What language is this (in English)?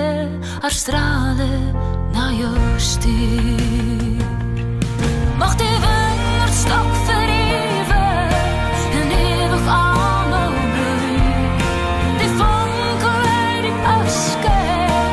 Afrikaans